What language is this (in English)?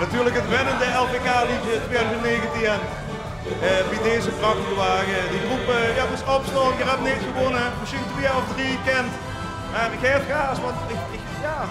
Limburgish